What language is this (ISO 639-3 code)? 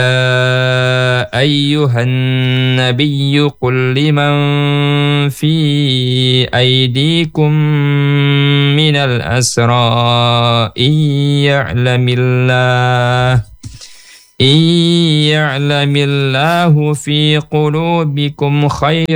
ind